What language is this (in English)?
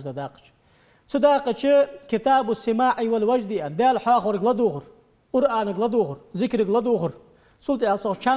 Ingush